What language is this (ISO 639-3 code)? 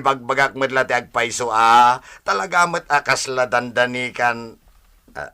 ilo